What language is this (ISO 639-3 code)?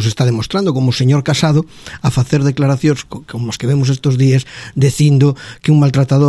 glg